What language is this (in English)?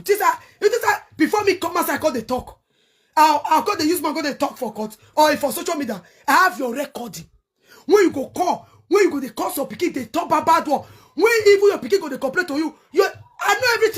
Nigerian Pidgin